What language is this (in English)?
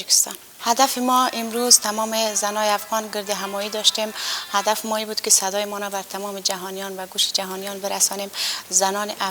Persian